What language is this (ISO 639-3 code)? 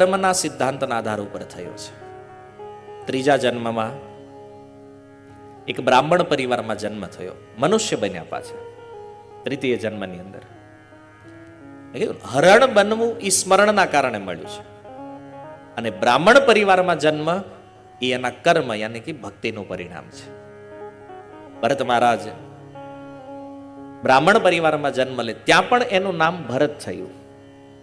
guj